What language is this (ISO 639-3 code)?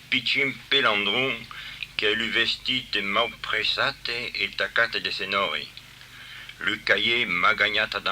oci